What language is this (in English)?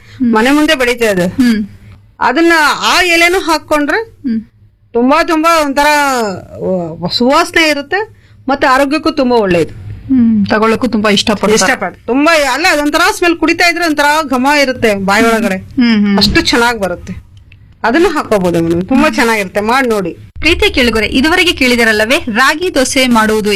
Kannada